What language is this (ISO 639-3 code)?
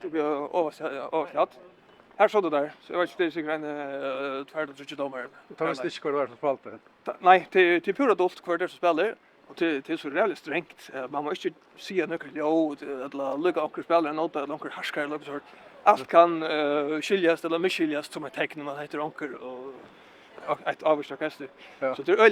fao